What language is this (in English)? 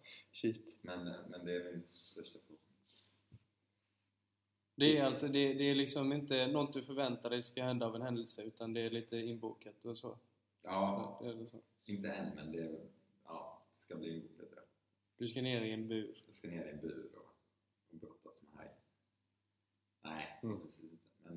Swedish